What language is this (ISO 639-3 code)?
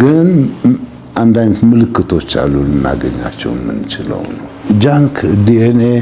amh